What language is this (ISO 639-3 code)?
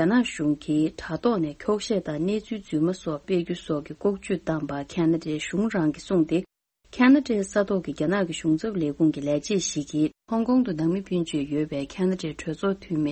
bod